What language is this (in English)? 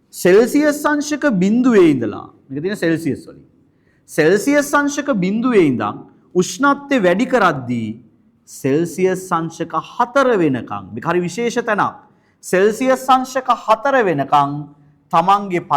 Sinhala